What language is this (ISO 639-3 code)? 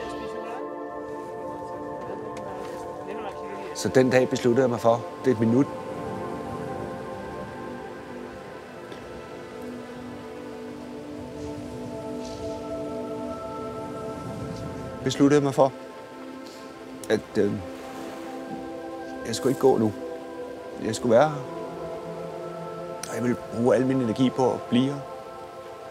dan